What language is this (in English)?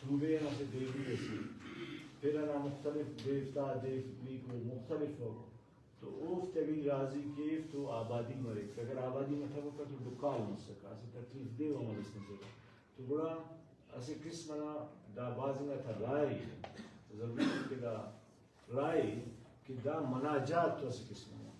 Brahui